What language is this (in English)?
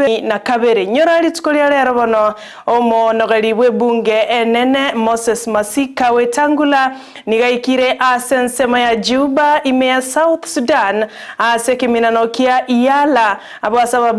Gusii